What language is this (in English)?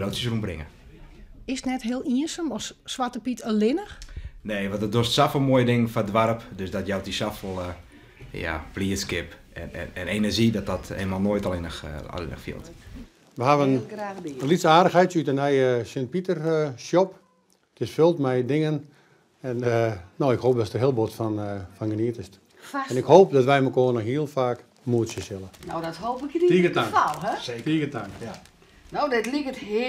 Western Frisian